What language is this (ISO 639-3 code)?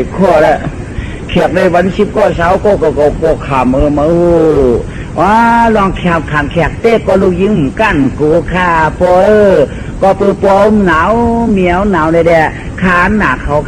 shn